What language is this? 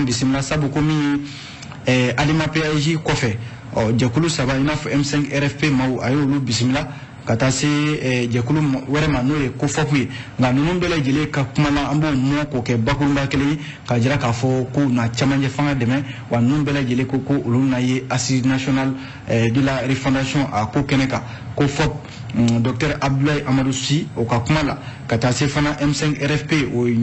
Bambara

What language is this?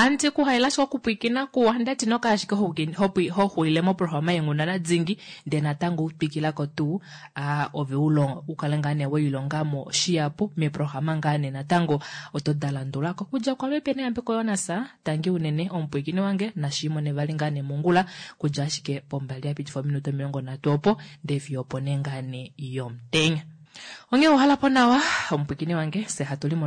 Kuanyama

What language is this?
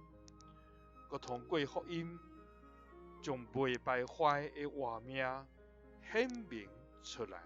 Min Nan Chinese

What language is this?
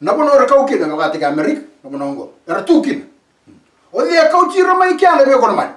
Fijian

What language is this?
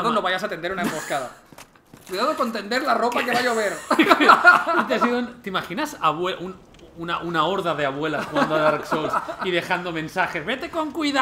Spanish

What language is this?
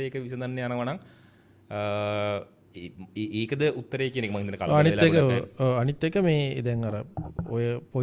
Sinhala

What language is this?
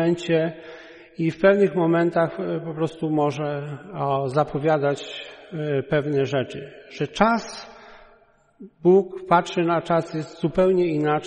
Polish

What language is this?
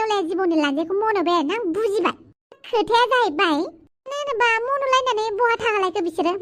Bodo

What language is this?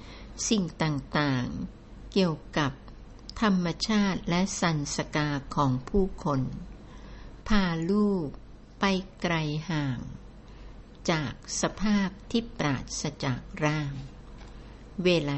Thai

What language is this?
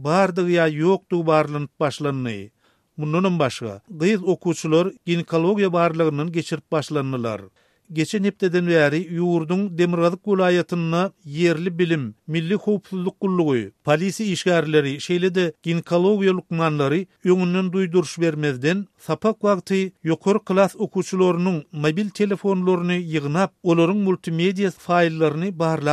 Turkmen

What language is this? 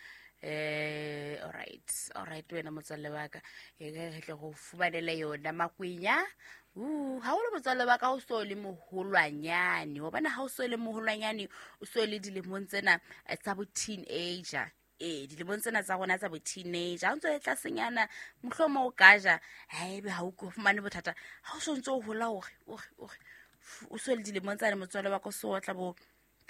Southern Sotho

